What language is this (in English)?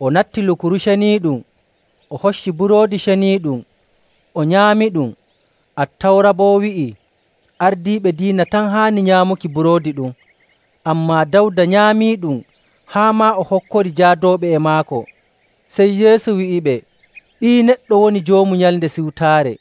Nigerian Fulfulde